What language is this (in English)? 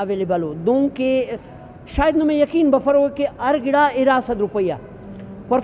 Brahui